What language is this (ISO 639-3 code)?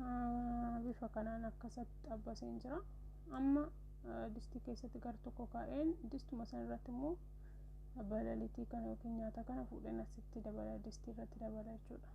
orm